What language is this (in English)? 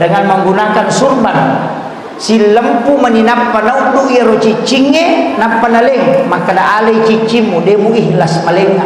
Buginese